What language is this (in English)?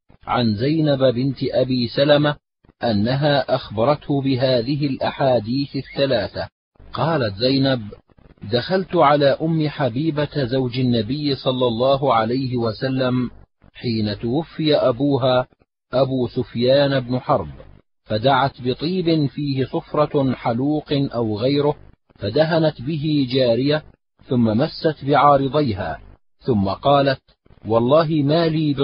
Arabic